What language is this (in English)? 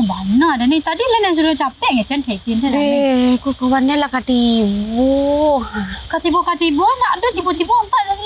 Minangkabau